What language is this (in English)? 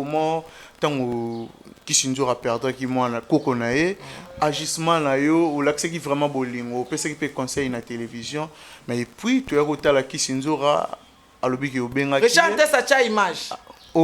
Lingala